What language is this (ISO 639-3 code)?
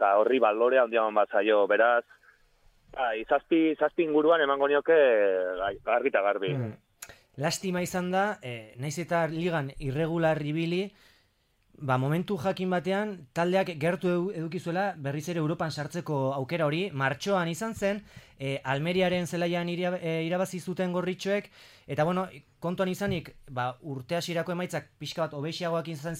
eus